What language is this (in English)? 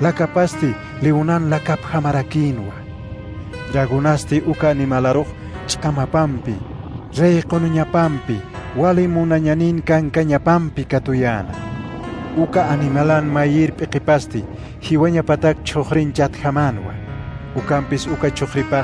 Aymara